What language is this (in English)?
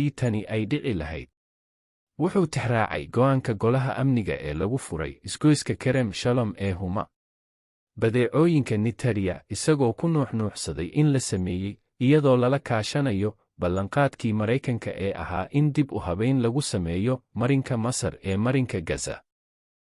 Somali